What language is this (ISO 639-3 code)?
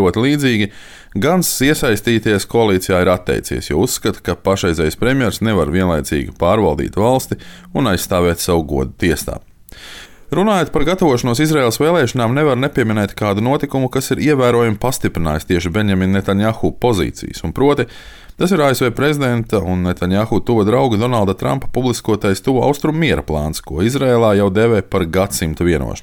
lav